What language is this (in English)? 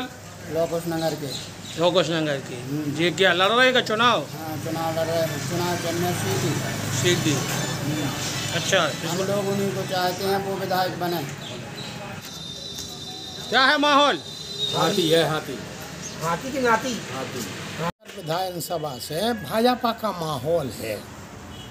Hindi